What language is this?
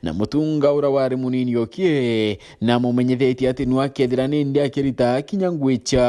Meru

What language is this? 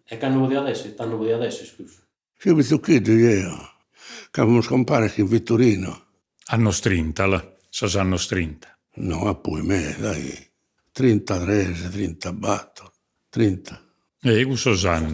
Sardinian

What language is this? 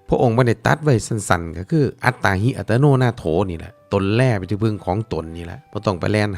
Northeastern Thai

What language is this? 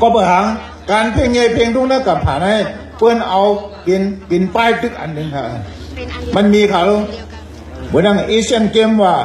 Shan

